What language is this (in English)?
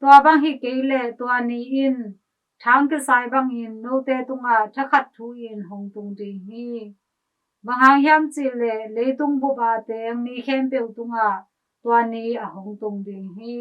Tedim Chin